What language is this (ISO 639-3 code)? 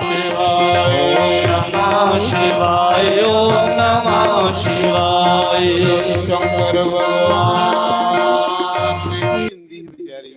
doi